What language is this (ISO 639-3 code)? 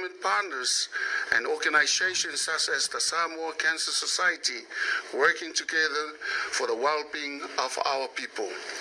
smo